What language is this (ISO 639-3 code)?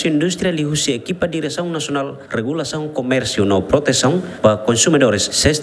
tet